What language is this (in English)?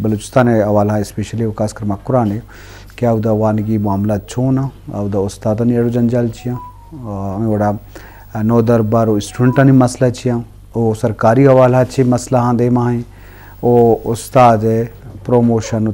Eastern Balochi